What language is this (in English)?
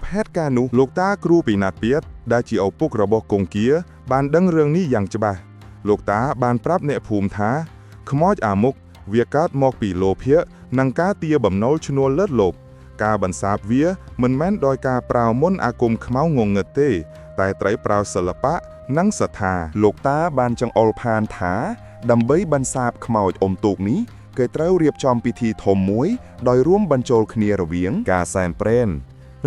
Khmer